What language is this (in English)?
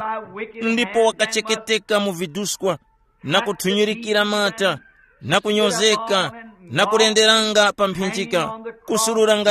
Tumbuka